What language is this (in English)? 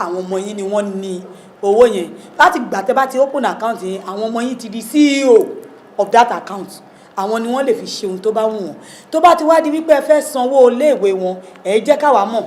Yoruba